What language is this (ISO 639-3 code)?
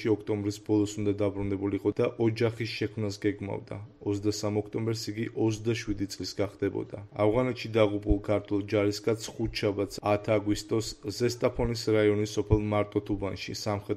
kat